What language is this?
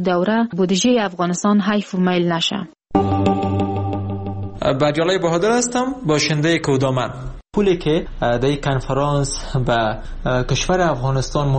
Persian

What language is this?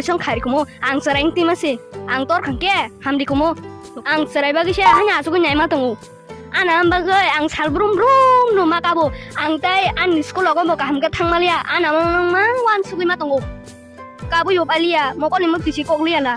Kok Borok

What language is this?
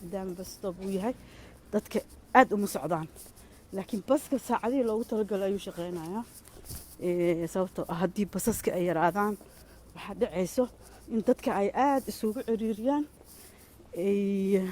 Somali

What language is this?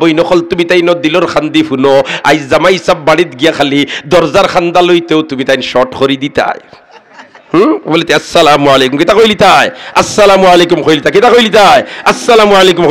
Sylheti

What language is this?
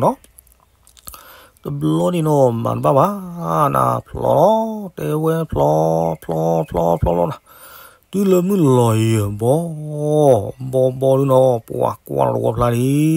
S'gaw Karen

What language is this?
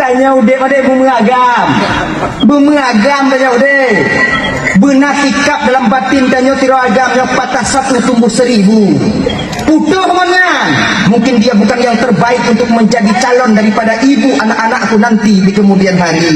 Achinese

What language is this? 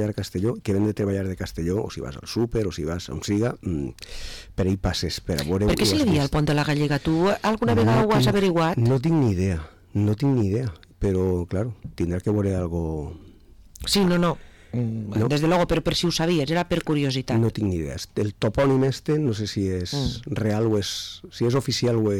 Catalan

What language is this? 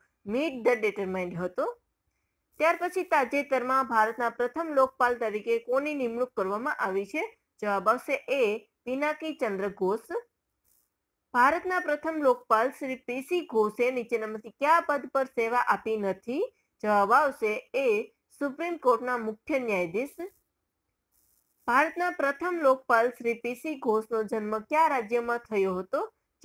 Gujarati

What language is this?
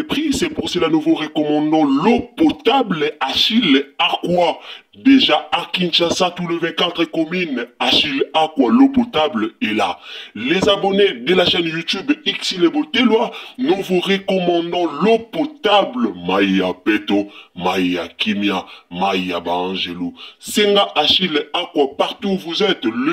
Lingala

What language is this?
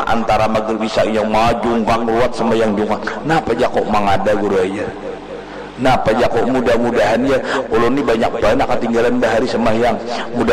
Banjar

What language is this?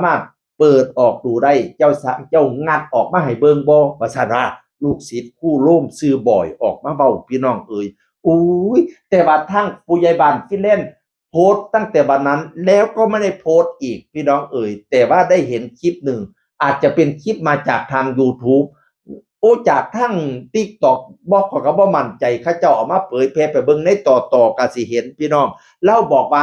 Northeastern Thai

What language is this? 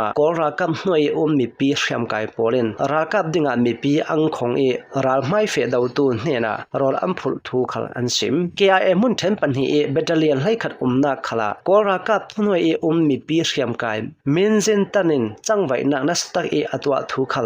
Hakha Chin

